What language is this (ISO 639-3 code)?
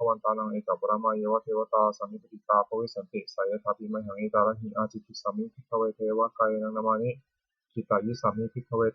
pli